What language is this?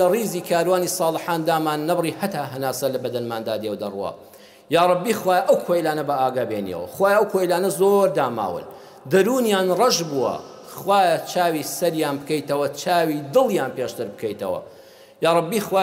Central Kurdish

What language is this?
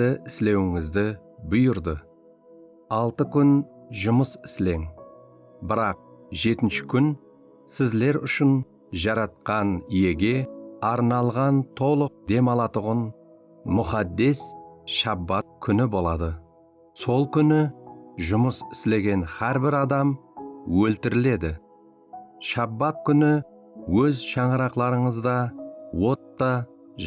Kara-Kalpak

